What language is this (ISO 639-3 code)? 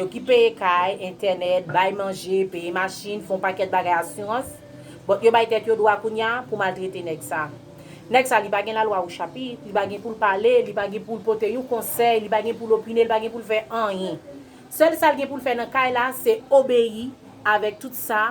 hat